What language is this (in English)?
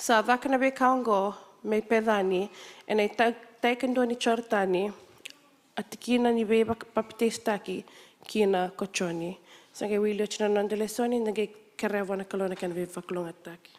Fijian